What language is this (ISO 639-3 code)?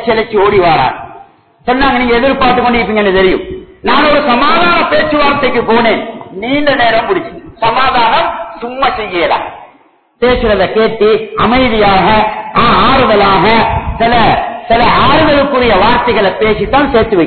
tam